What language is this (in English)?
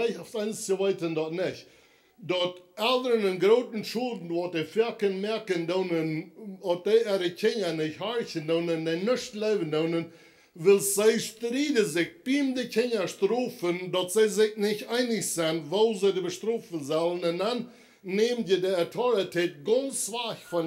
Plautdietsch